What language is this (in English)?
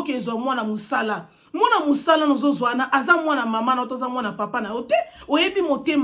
Lingala